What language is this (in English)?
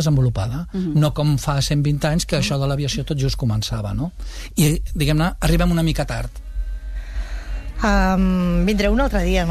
Catalan